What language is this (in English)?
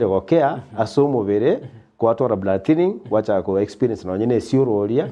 Gusii